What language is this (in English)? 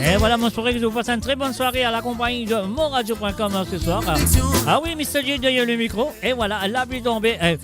Morisyen